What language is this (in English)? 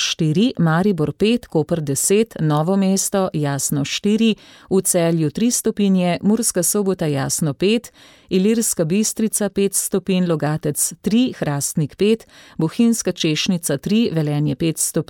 Slovenian